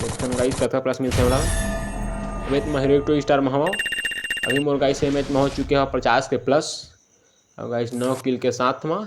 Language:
Chhattisgarhi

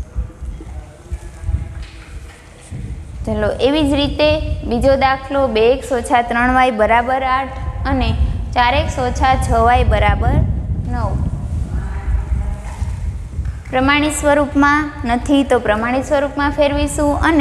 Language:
Gujarati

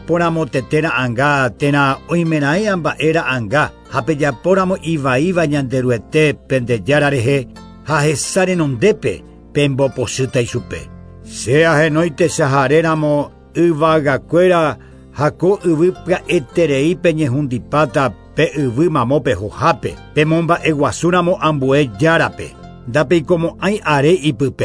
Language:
Guarani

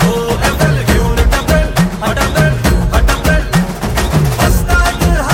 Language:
Marathi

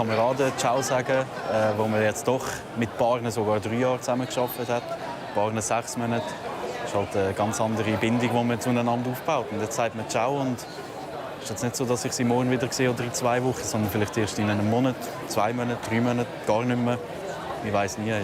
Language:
Swiss German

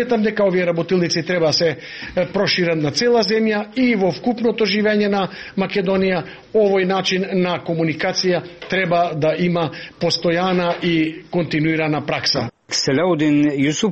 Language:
Macedonian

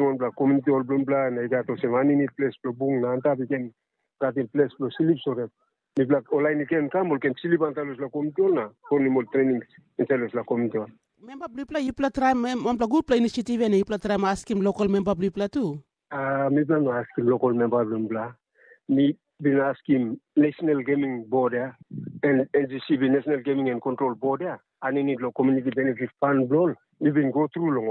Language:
Tok Pisin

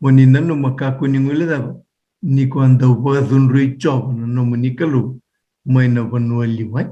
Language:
Fijian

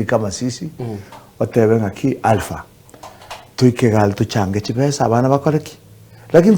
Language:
Gusii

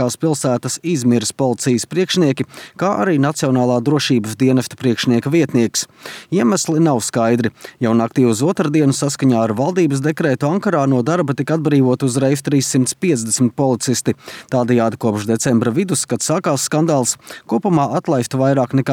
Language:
Latvian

